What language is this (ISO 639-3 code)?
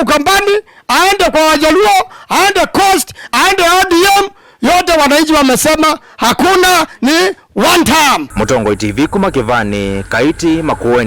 kam